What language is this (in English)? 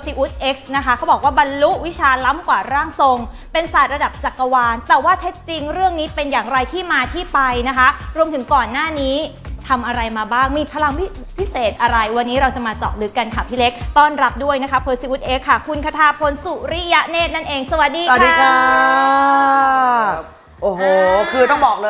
Thai